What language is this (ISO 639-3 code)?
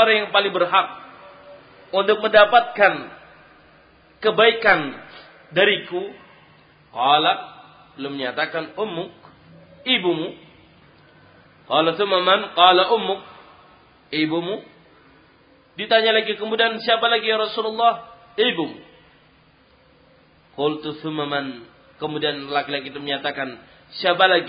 ind